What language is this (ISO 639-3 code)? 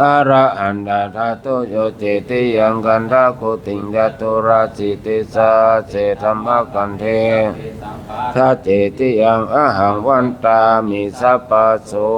pli